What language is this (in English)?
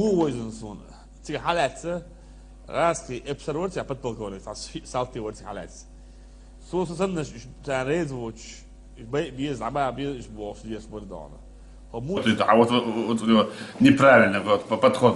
Chechen